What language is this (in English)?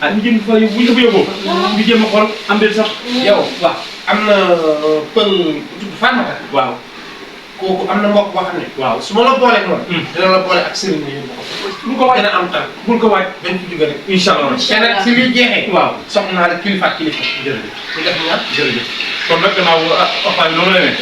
Wolof